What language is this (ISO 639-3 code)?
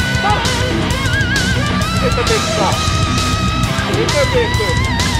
fin